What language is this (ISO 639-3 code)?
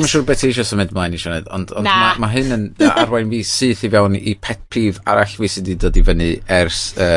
cym